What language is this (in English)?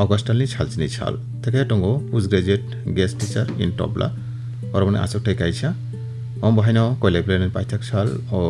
Kok Borok